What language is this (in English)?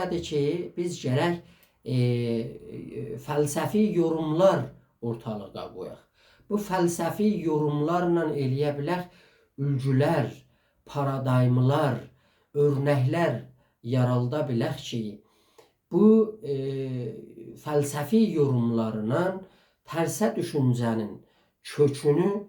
South Azerbaijani